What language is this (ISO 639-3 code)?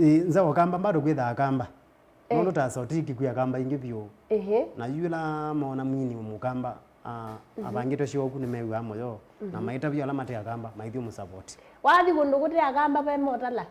kam